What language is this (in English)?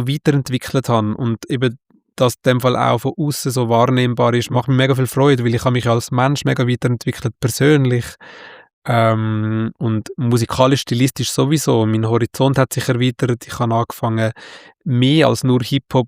Swiss German